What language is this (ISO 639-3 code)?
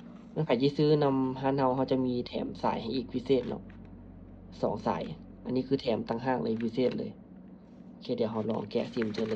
lao